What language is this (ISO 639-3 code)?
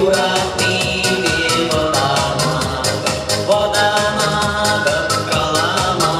chv